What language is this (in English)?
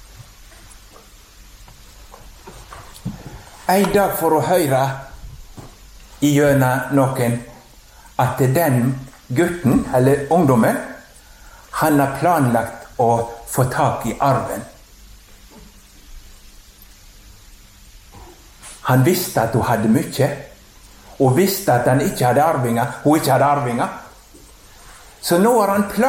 Norwegian